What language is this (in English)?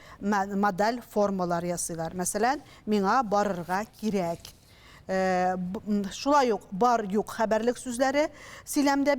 Tatar